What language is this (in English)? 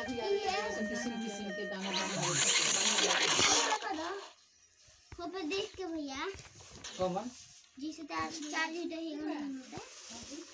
Bhojpuri